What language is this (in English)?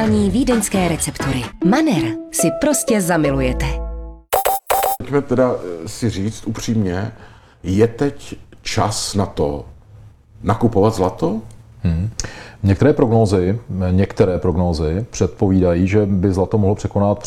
Czech